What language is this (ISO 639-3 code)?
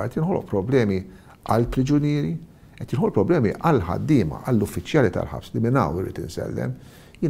mlt